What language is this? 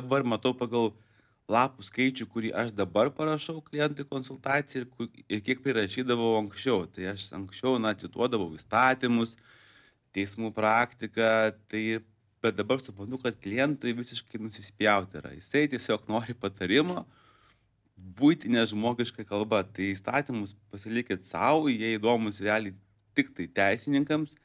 Lithuanian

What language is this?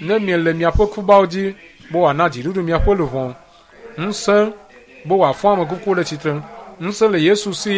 Ewe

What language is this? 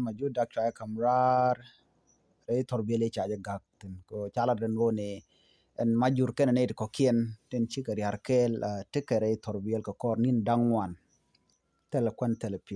Nuer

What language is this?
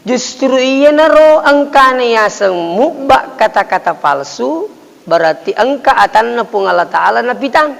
Buginese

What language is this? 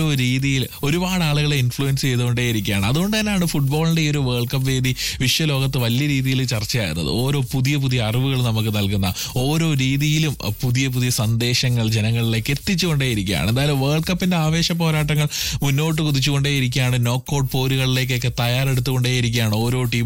Malayalam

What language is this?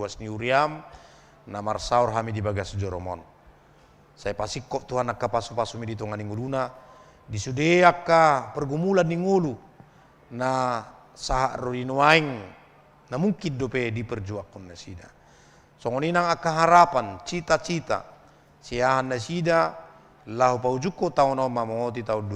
Batak Toba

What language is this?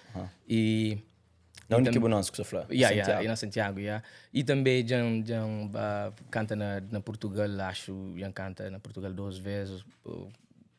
Kabuverdianu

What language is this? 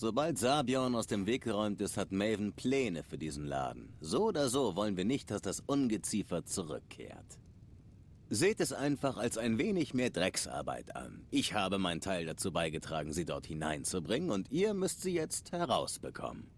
Swiss German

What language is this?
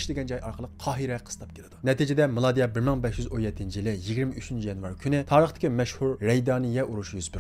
Uyghur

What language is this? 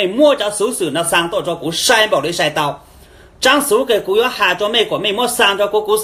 Hmong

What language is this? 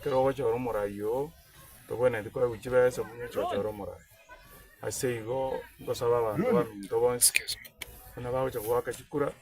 Gusii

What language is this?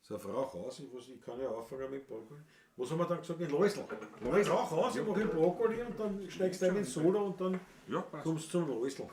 Bavarian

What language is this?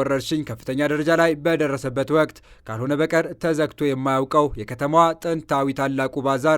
Amharic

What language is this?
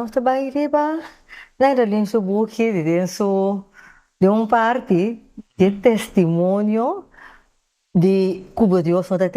Papiamento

